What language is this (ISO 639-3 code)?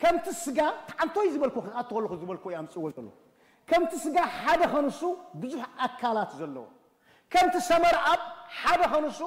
tir